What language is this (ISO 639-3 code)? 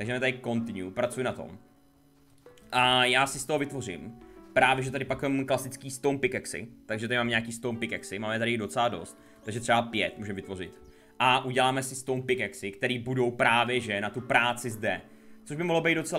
ces